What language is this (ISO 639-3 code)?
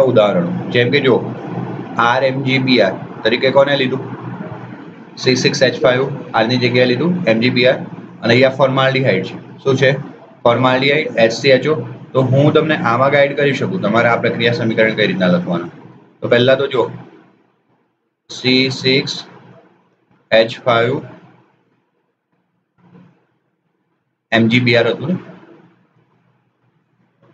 guj